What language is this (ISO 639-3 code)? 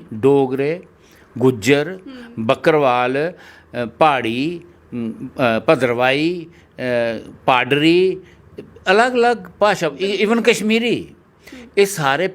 doi